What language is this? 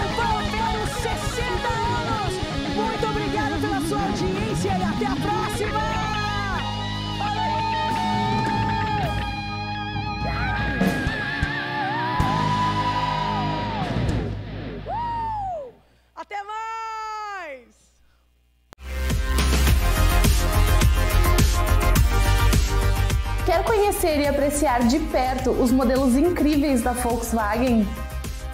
Portuguese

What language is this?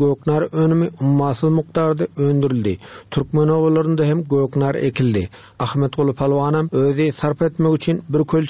Turkmen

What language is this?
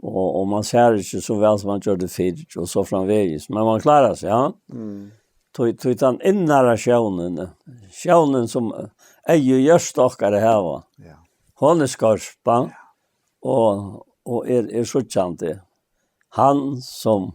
Faroese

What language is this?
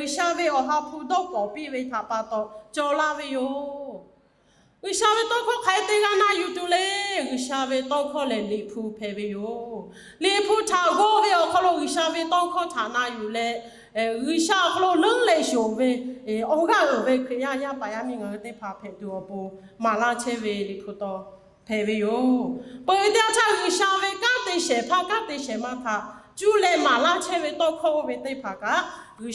Lahu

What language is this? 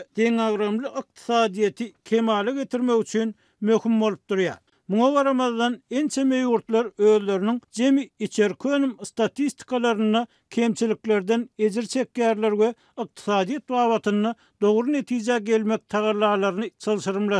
Turkmen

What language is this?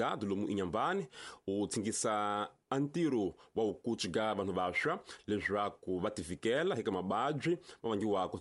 Tsonga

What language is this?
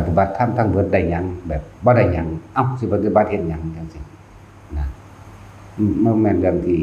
Northeastern Thai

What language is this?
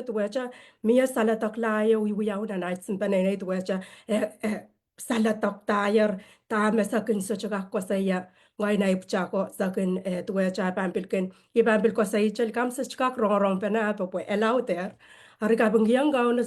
Pohnpeian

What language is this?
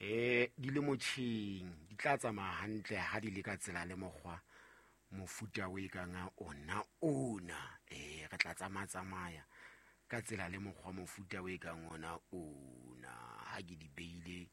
Southern Sotho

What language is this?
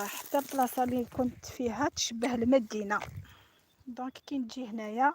Algerian Arabic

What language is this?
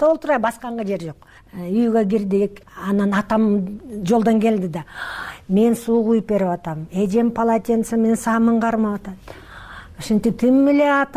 Kyrgyz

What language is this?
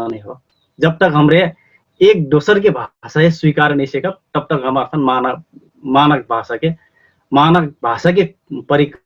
Dangaura Tharu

